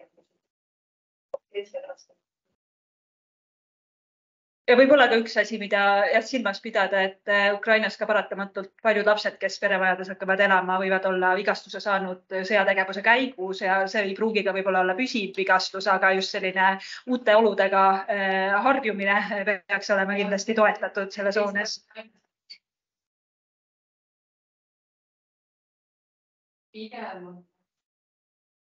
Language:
Estonian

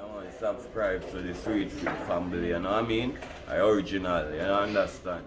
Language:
Jamaican Creole English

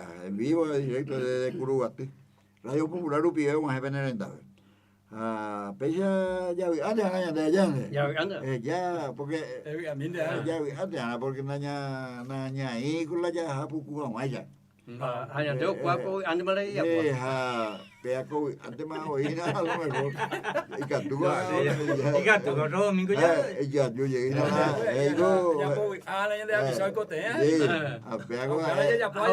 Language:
Guarani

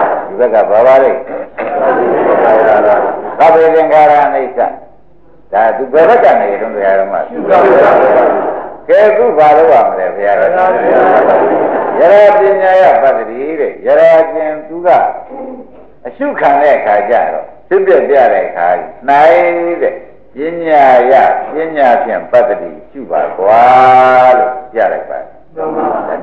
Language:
Burmese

